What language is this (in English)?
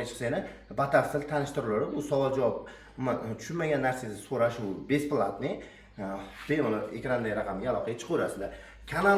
Uzbek